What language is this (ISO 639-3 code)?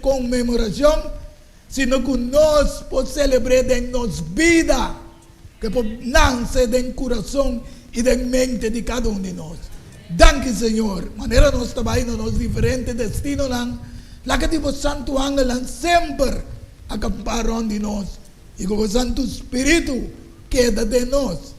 pap